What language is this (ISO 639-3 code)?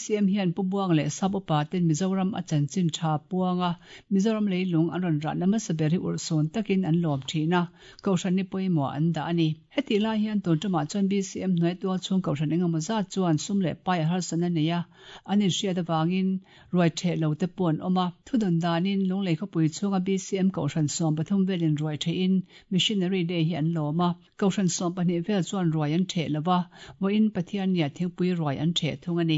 lus